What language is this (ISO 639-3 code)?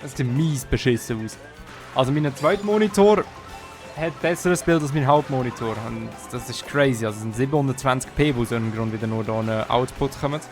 gsw